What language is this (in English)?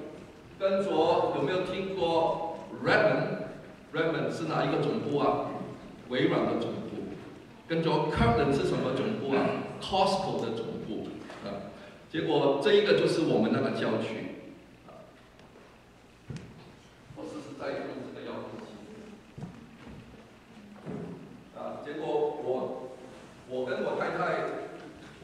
Chinese